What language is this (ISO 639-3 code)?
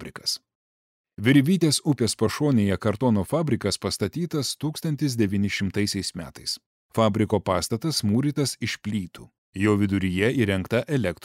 lit